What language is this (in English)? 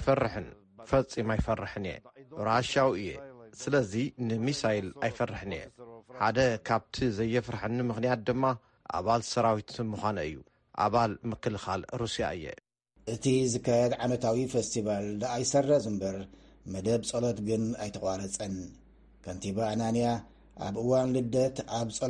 Tigrinya